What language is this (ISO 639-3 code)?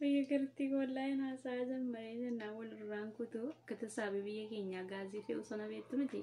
orm